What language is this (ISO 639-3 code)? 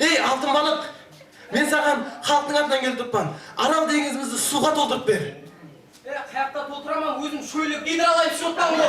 kaa